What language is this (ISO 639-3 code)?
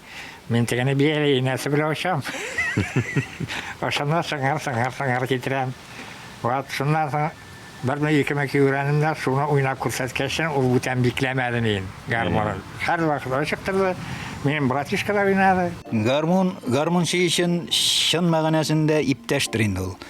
tat